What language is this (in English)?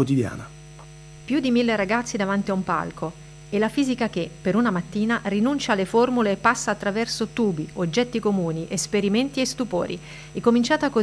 Italian